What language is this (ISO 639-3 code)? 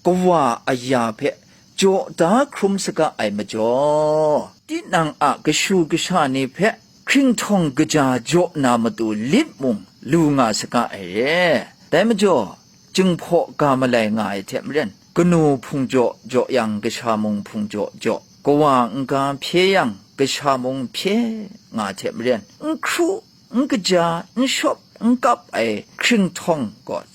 kac